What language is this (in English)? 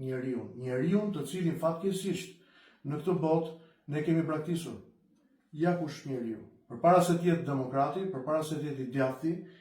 Albanian